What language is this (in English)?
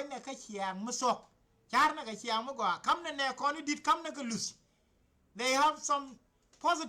Nuer